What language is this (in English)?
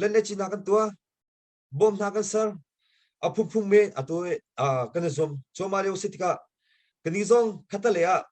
Hakha Chin